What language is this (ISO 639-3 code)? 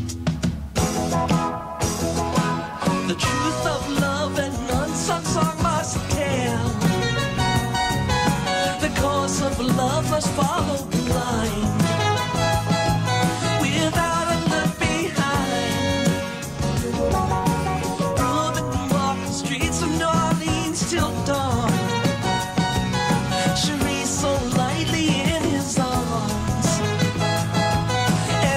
eng